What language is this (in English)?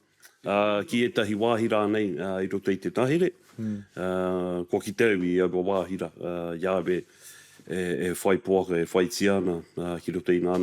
Māori